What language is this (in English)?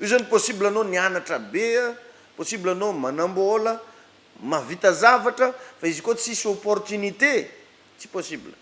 Malagasy